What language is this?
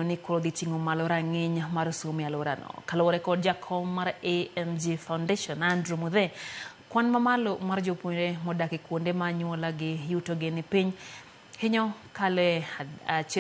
Luo (Kenya and Tanzania)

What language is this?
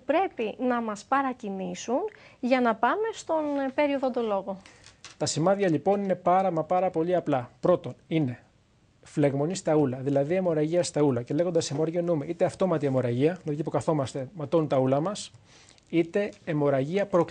Greek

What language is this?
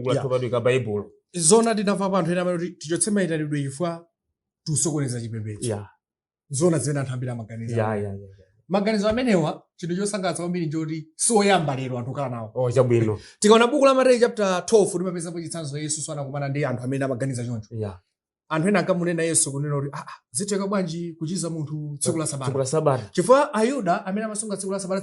Nyanja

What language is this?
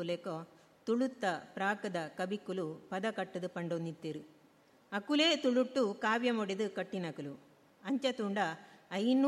Tulu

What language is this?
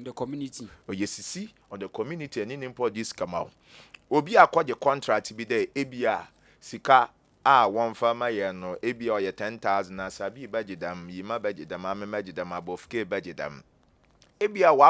Akan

